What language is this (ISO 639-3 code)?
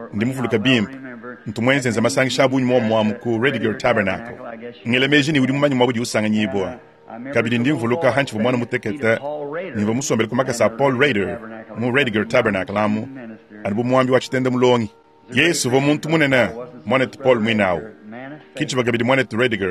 lua